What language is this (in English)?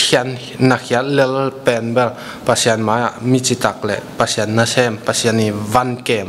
Tedim Chin